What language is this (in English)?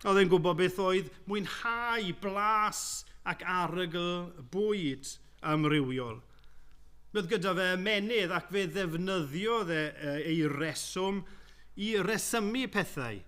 Welsh